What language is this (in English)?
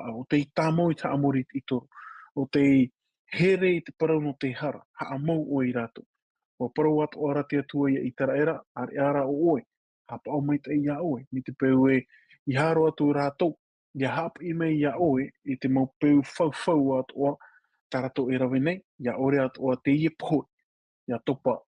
Tahitian